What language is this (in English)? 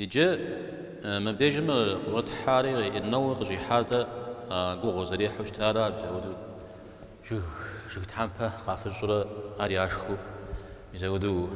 Kabardian